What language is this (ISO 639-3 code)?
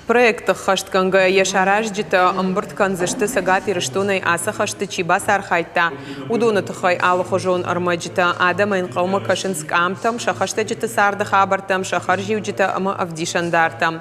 oss